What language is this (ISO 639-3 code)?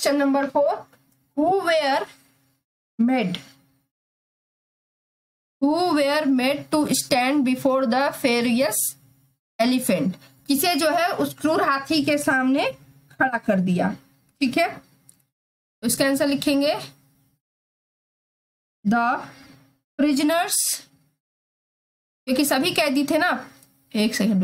hin